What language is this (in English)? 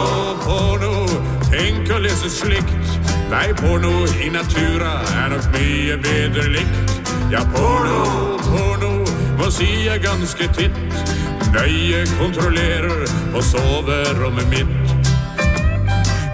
Norwegian